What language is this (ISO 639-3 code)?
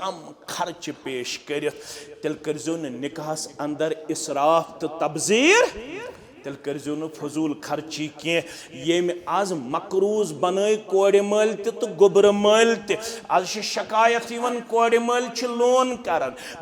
kas